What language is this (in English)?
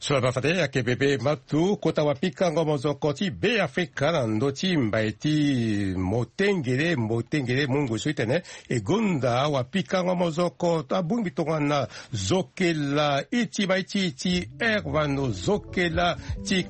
Sango